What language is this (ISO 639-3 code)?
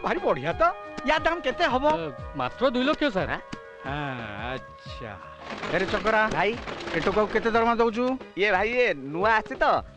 ori